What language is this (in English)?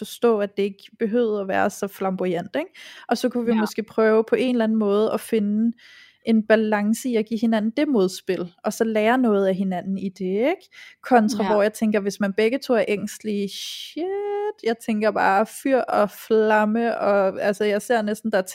Danish